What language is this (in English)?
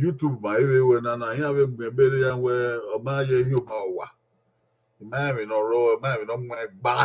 Bini